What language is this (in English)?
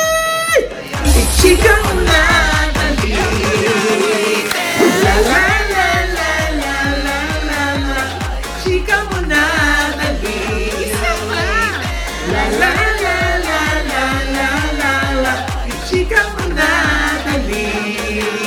Filipino